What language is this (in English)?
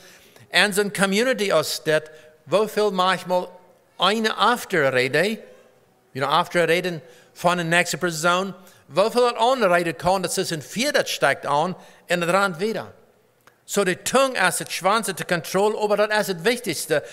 Plautdietsch